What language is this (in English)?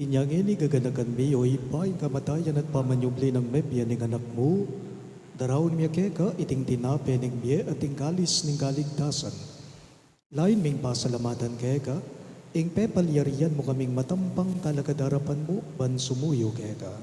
Pampanga